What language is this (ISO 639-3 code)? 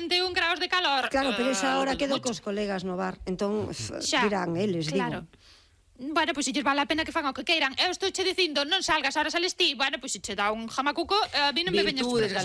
glg